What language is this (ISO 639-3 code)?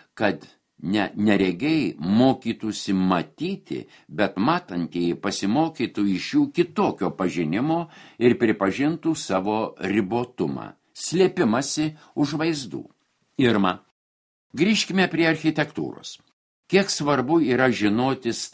lit